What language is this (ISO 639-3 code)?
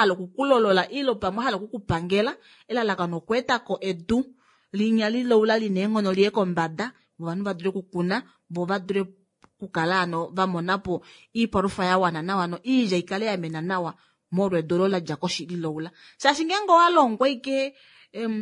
kua